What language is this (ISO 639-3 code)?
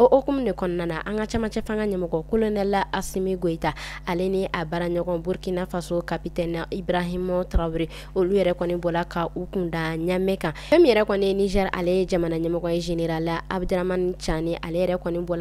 bam